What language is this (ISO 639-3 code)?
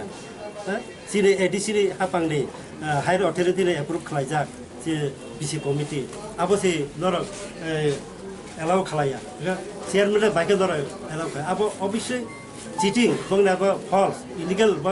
trp